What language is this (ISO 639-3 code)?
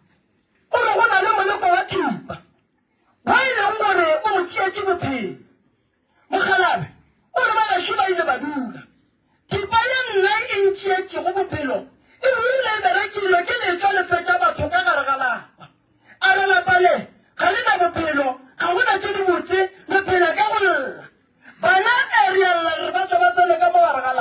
nso